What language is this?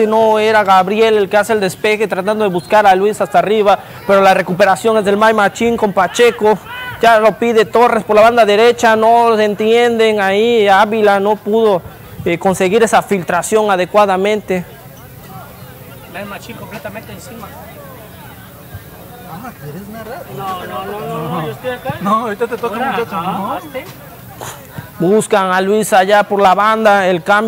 Spanish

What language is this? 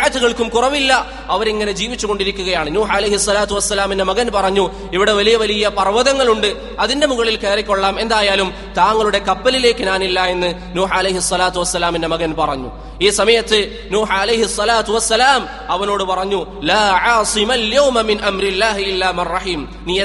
Malayalam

